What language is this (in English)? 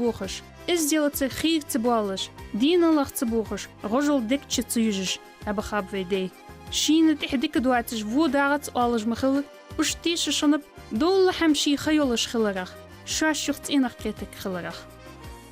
Ingush